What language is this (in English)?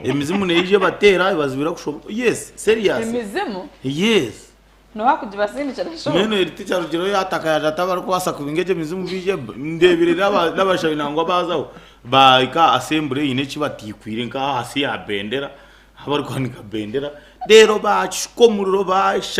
Nyankole